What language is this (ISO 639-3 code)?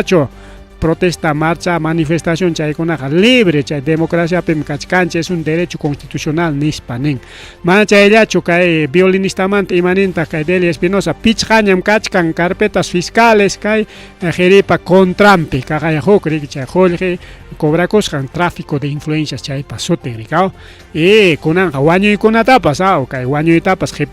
quy